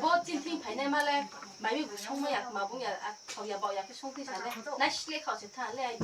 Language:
Riang (India)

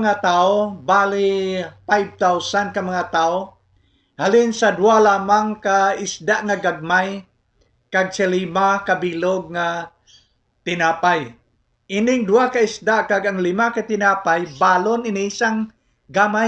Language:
Hiligaynon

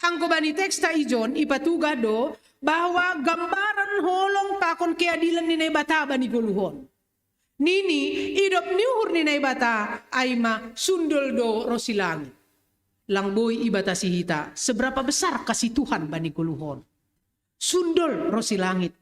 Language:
Batak Simalungun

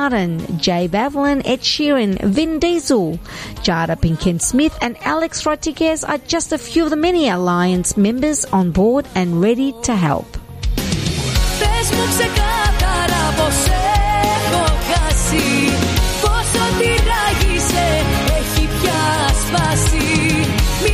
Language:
Greek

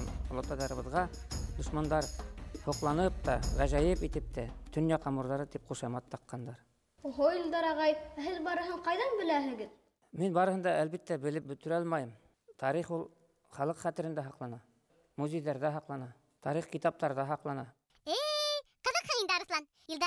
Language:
Bashkir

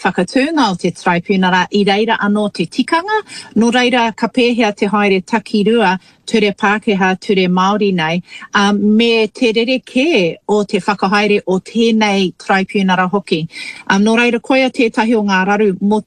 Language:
Māori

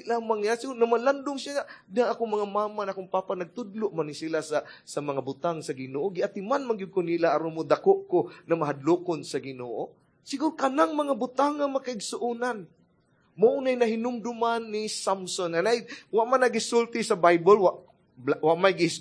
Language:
Cebuano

